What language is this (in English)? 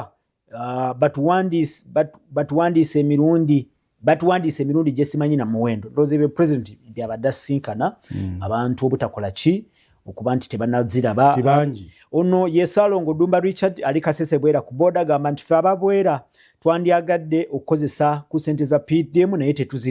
Ganda